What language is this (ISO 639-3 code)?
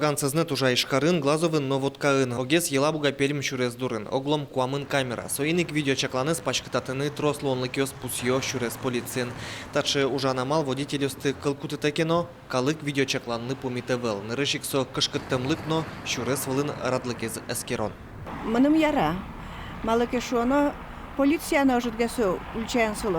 udm